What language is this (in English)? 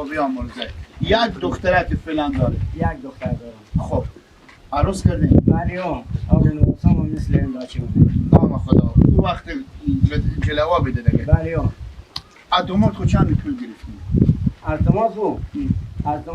Persian